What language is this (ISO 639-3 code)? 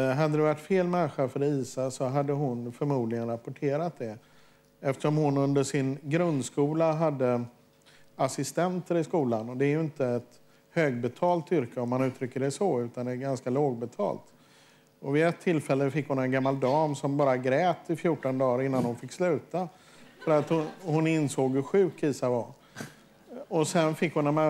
swe